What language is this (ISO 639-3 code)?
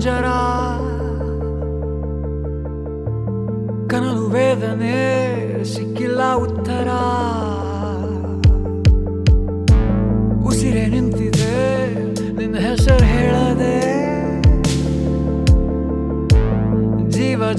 kan